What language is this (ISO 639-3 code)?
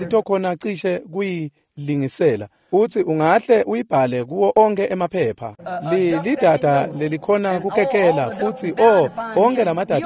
ssw